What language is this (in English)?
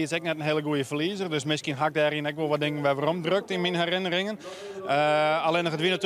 Western Frisian